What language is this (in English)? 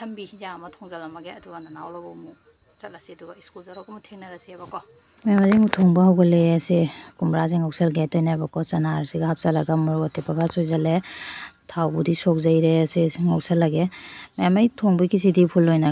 Manipuri